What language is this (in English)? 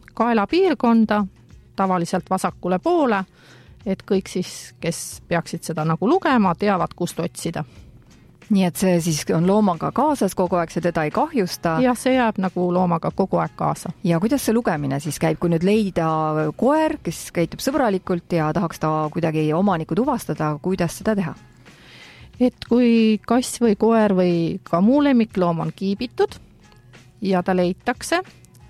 Estonian